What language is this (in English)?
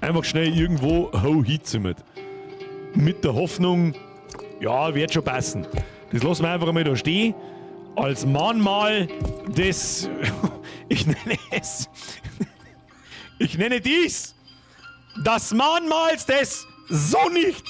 Bavarian